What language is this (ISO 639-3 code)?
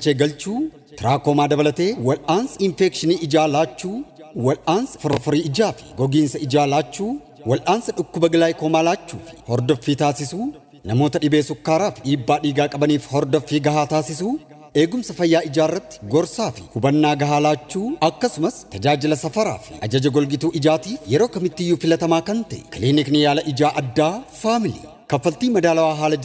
orm